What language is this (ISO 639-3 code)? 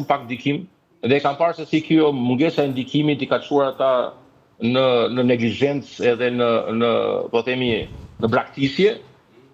sqi